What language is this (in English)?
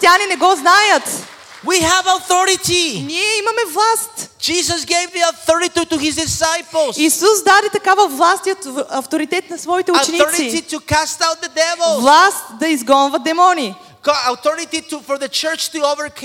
Bulgarian